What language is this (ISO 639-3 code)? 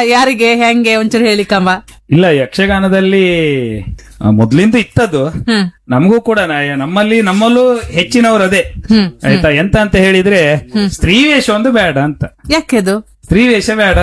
kan